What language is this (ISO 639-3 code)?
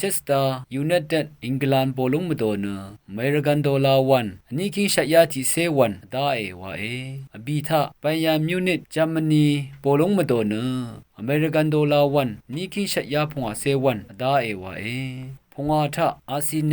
raw